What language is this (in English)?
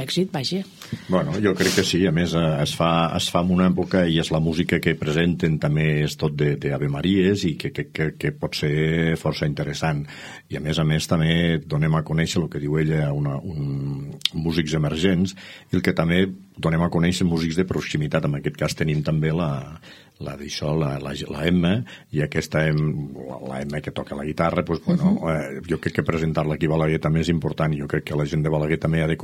Catalan